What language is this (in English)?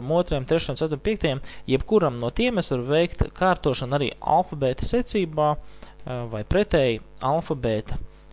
Latvian